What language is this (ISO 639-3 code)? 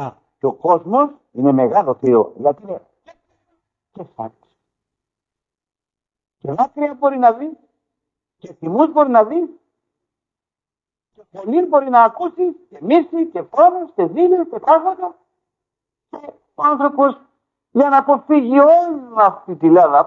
ell